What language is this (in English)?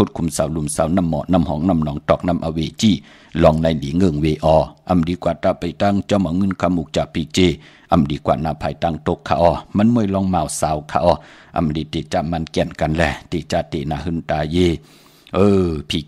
Shan